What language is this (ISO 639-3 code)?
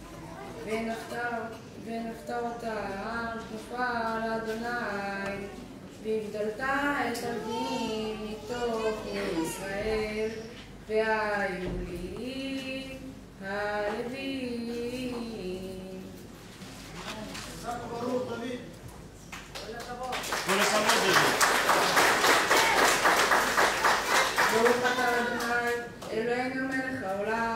heb